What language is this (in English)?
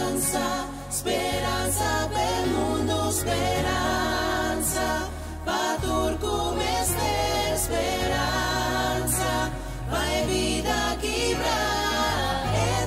Papiamento